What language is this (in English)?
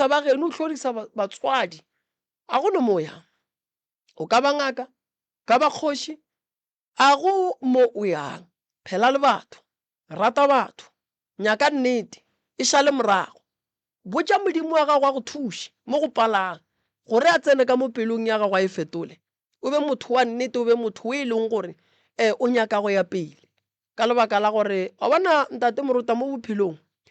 Northern Sotho